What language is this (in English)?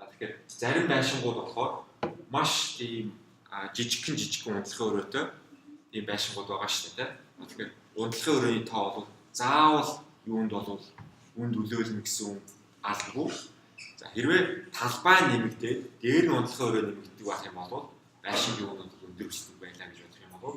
Mongolian